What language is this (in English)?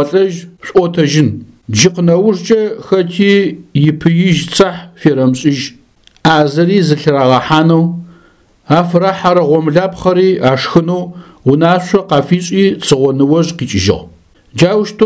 Adyghe